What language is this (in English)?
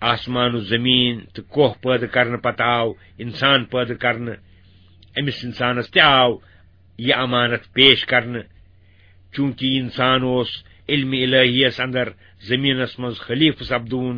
Kashmiri